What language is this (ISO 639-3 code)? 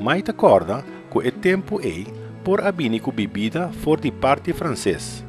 pap